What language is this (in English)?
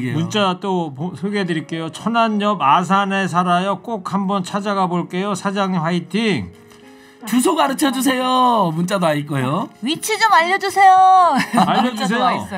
Korean